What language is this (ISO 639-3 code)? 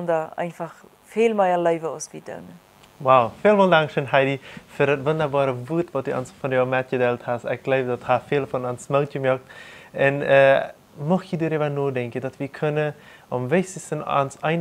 pdt